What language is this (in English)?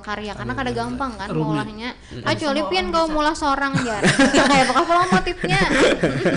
Banjar